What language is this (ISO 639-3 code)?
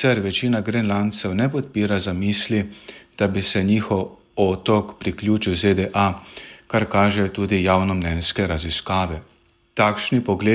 slv